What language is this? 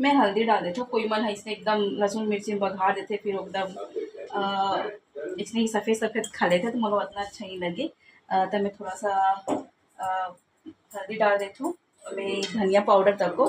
Chhattisgarhi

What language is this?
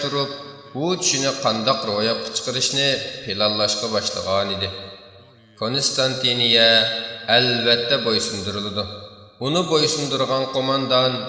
Uyghur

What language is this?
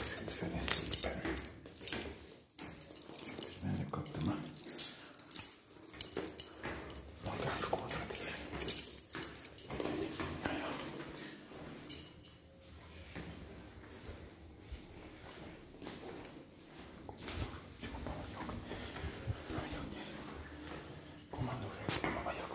Hungarian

